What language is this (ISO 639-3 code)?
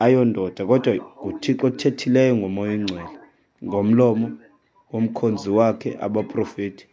xho